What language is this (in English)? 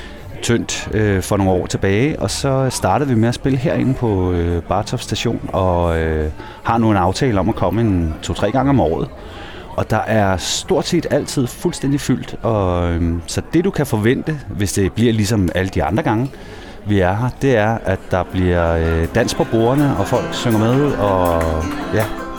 Danish